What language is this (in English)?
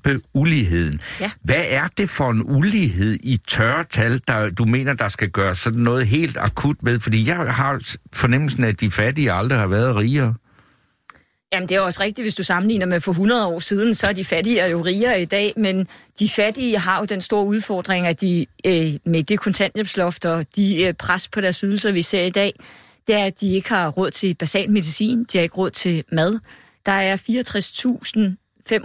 Danish